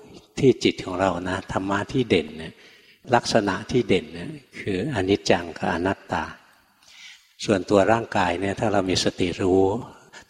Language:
Thai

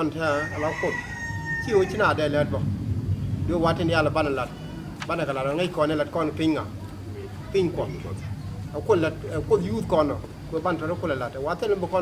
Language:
Nuer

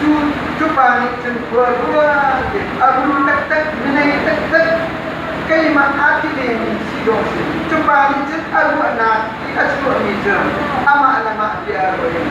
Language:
Hakha Chin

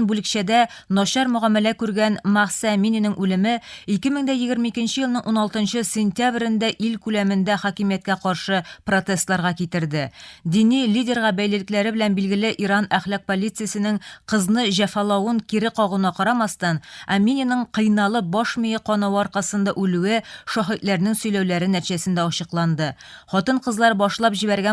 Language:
Tatar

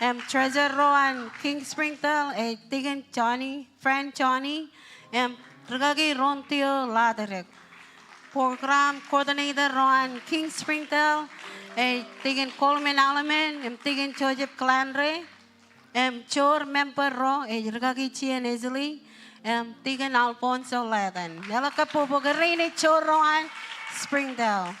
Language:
Marshallese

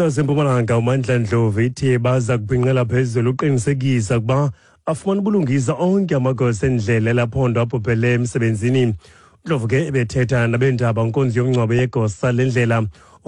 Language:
Xhosa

